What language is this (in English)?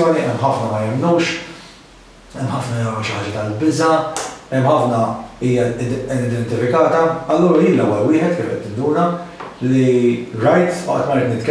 Maltese